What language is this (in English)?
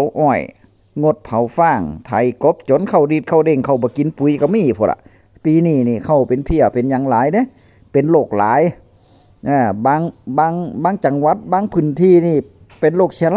Northeastern Thai